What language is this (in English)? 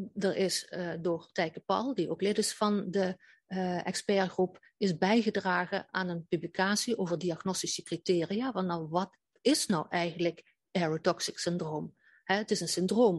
Dutch